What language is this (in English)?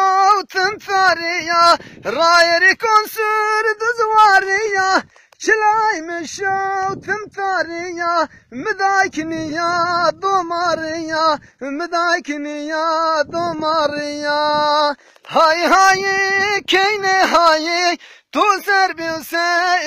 Zaza